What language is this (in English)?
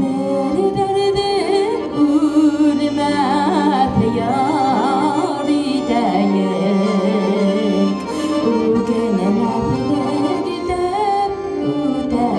Bashkir